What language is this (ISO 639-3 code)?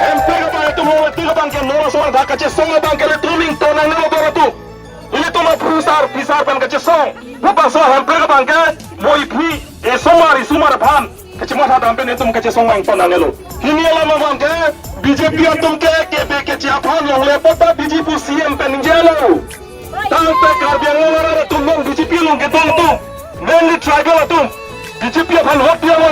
mjw